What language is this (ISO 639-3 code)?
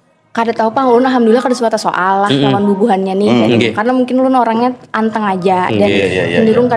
bjn